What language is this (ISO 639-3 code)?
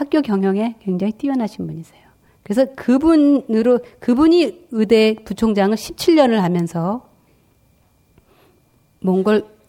kor